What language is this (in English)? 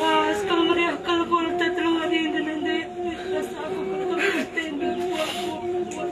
Batak Karo